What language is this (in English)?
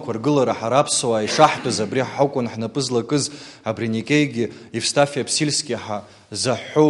Abkhazian